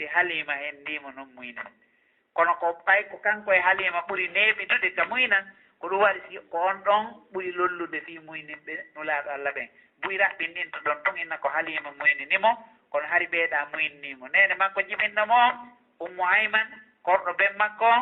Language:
Fula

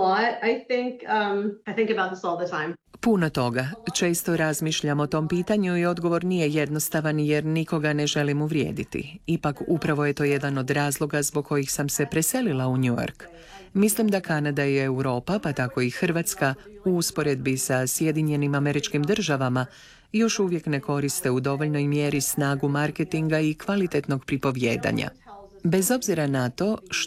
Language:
Croatian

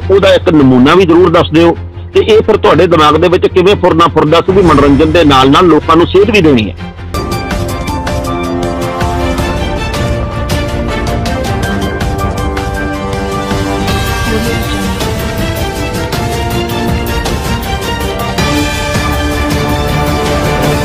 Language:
Punjabi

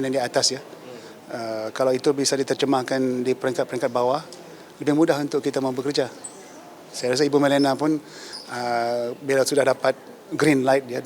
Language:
Tetum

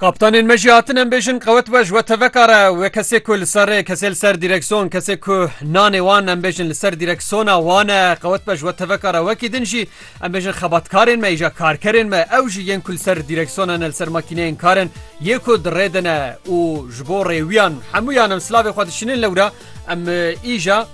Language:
Kurdish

